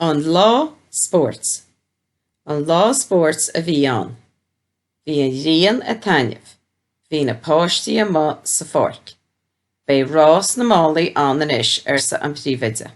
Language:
Irish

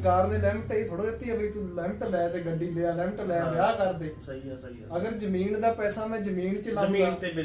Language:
Punjabi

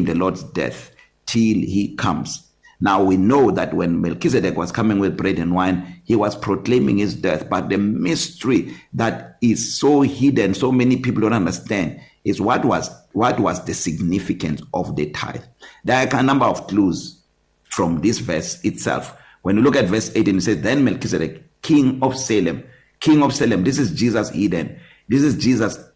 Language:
English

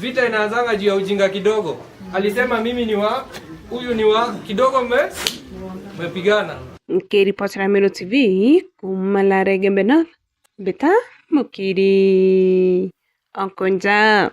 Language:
Meru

